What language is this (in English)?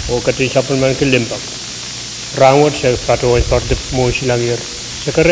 Pohnpeian